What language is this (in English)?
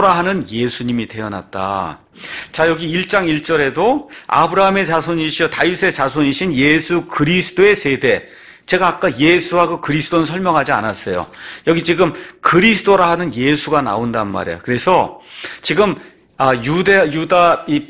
Korean